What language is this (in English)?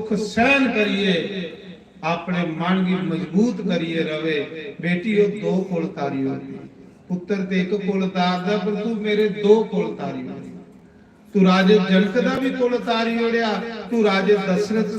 Dogri